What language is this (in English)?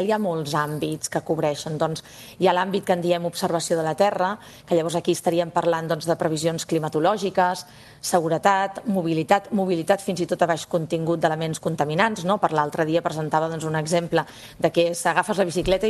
Catalan